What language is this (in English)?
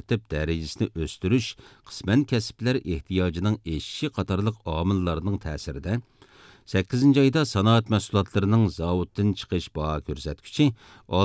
Uyghur